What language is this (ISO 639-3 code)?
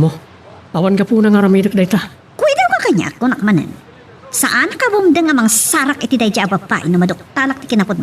ilo